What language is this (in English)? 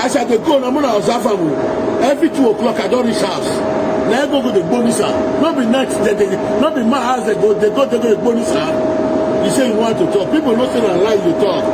Nigerian Pidgin